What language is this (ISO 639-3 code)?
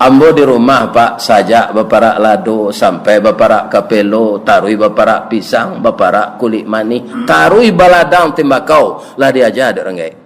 min